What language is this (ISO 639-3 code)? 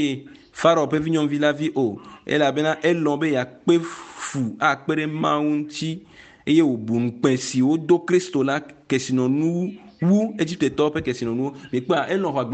ewe